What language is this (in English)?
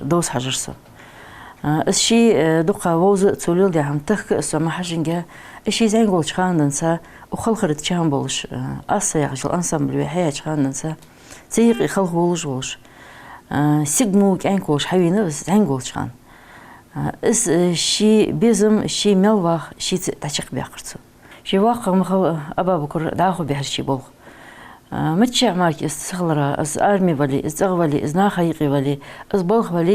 Ingush